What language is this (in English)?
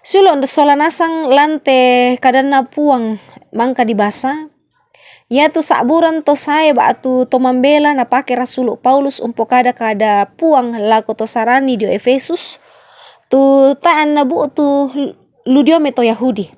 Toraja-Sa'dan